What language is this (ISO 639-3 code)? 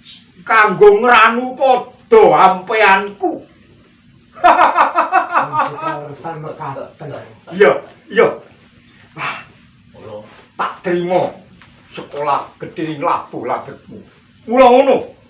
jav